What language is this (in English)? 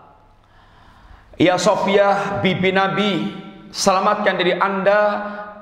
Indonesian